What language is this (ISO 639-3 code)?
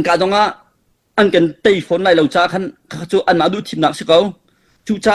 cnh